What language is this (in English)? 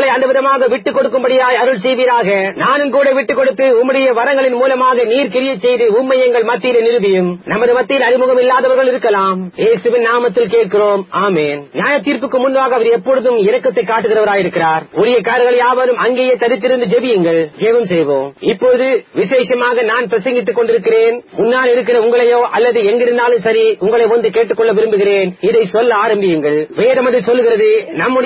Tamil